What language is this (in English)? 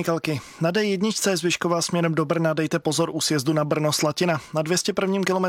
Czech